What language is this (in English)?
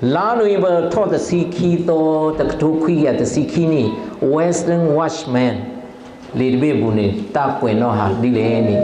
S'gaw Karen